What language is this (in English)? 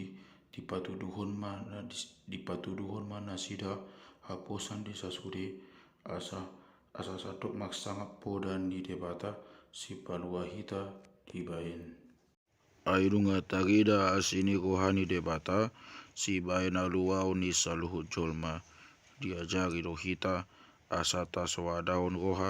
Batak Toba